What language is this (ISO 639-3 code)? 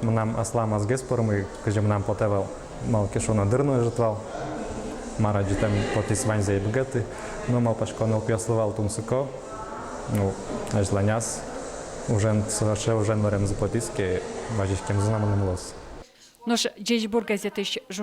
udm